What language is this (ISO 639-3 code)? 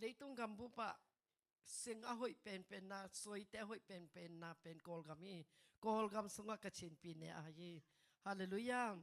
ctd